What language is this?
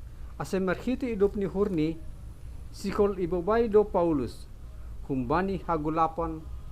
Batak Simalungun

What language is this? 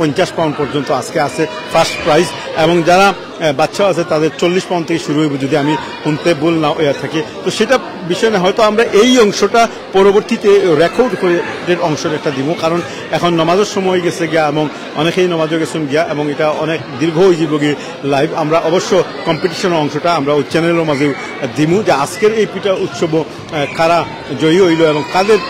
Sylheti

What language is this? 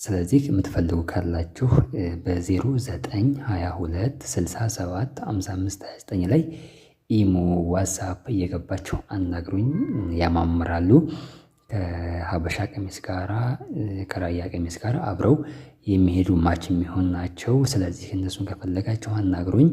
Amharic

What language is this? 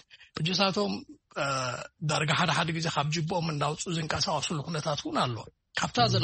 Tigrinya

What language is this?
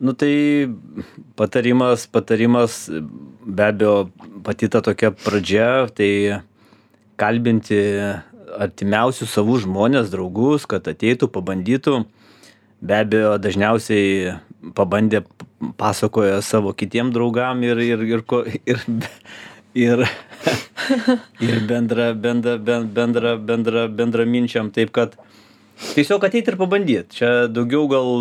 Lithuanian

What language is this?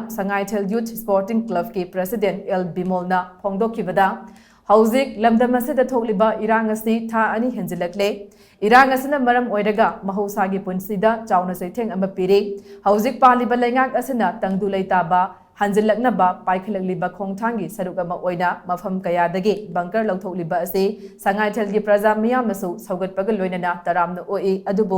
Manipuri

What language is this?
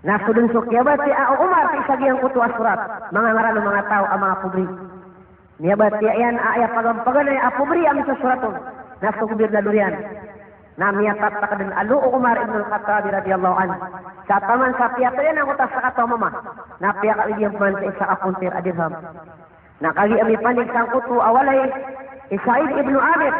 Maranao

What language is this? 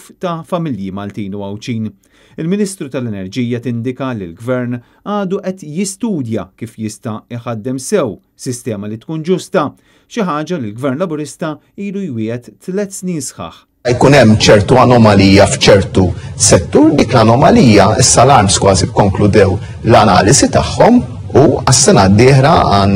Maltese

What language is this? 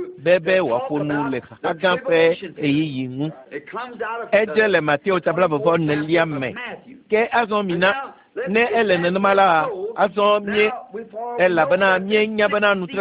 Ewe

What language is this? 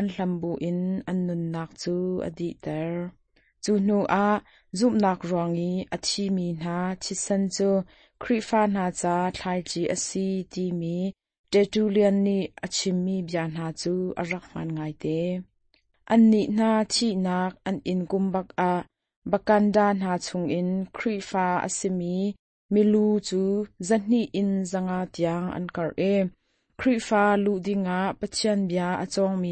Hakha Chin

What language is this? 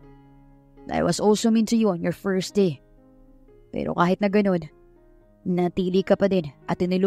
Filipino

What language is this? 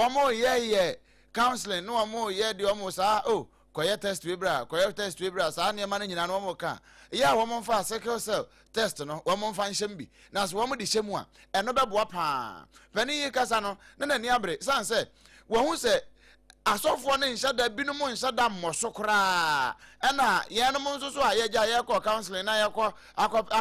Akan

